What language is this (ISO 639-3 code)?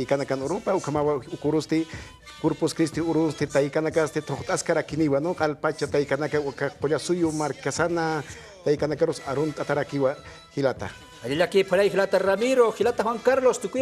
aym